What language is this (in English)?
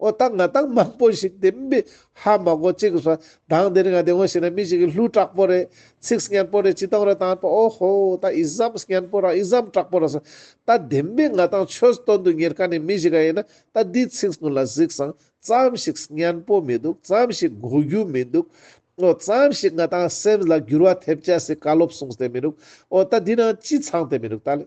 Ladakhi